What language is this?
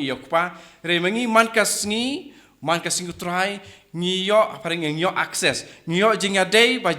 Khasi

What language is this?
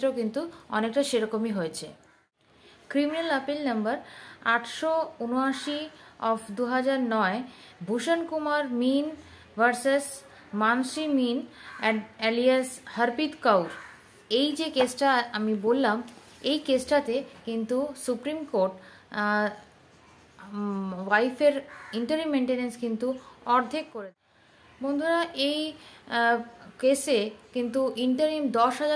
Bangla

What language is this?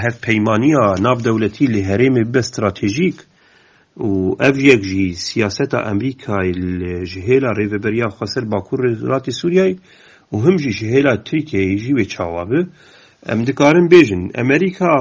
Kurdish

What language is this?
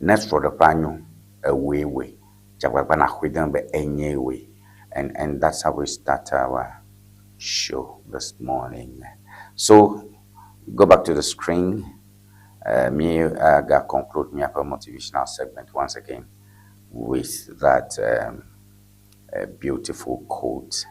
Ewe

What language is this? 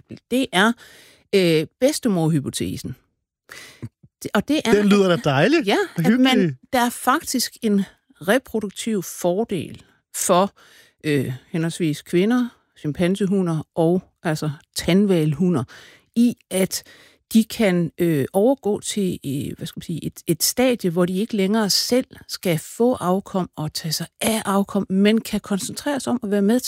Danish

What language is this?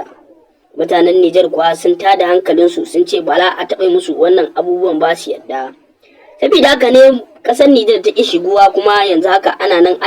Hausa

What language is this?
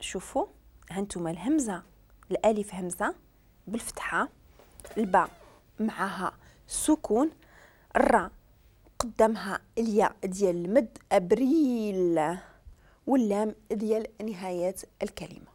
Moroccan Arabic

